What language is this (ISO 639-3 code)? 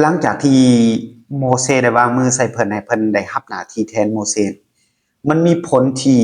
lao